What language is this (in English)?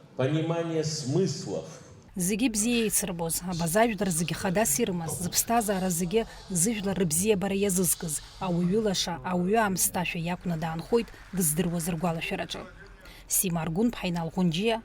Abkhazian